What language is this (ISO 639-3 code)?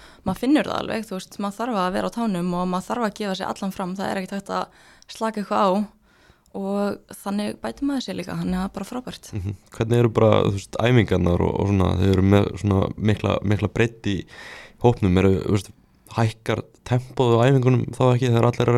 isl